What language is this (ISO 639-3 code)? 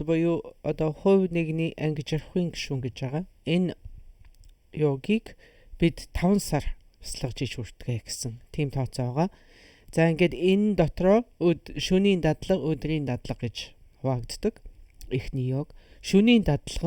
mon